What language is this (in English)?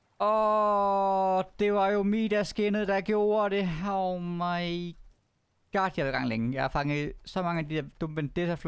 Danish